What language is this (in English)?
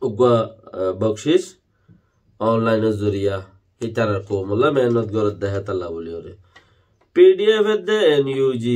Rohingya